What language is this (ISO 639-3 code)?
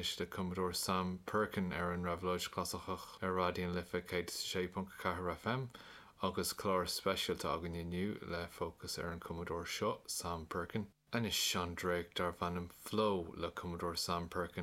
gle